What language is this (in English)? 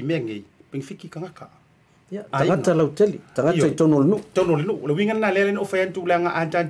Samoan